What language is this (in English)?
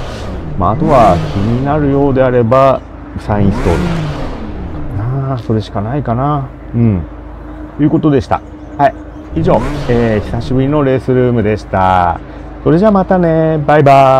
Japanese